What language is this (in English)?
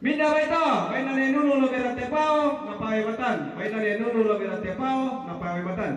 Toraja-Sa'dan